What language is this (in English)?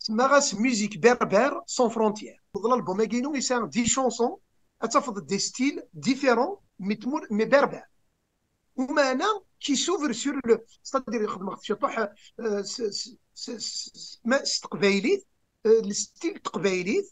Kabyle